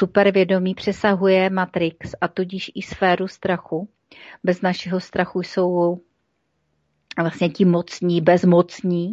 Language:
Czech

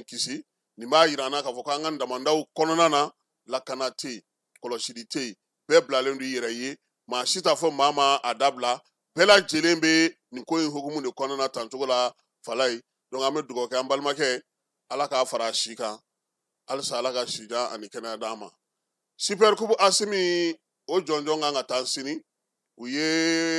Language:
Bambara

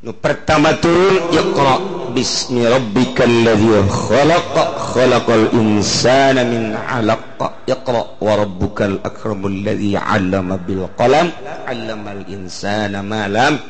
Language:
Sundanese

